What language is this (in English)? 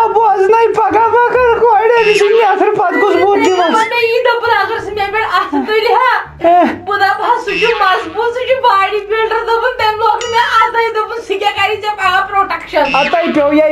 Kashmiri